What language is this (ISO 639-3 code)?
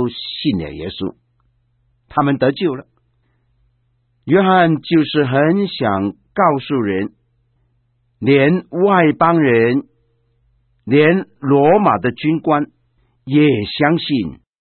zho